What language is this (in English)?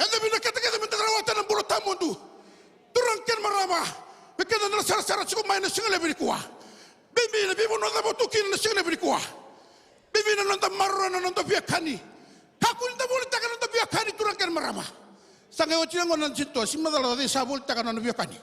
Fijian